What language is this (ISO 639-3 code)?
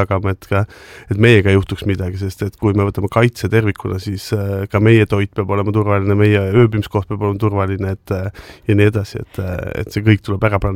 est